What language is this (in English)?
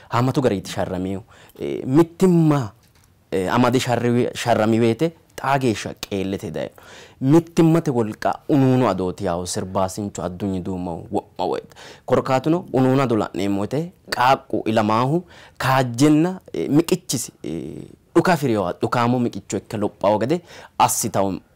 Sidamo